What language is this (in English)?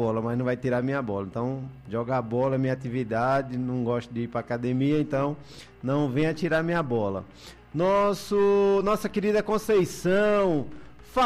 Portuguese